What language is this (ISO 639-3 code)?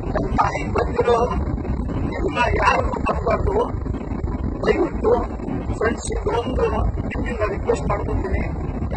kan